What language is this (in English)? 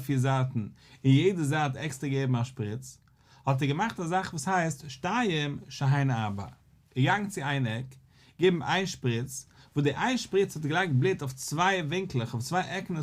Yiddish